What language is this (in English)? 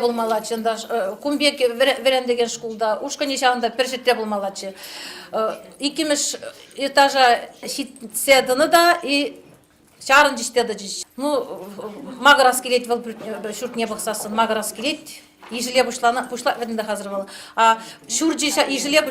Chuvash